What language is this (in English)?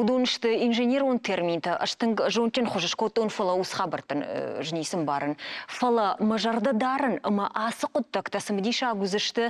Ossetic